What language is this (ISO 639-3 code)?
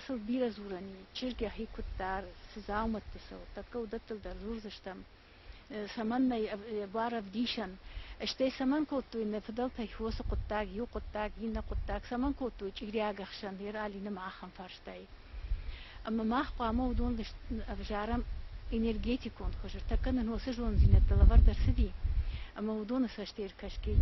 oss